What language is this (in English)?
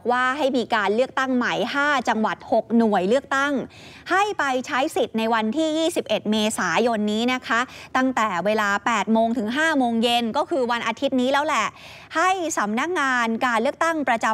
Thai